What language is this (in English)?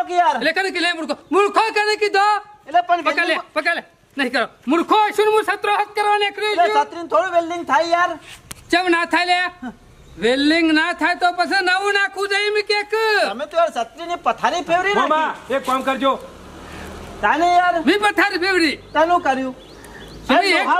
Gujarati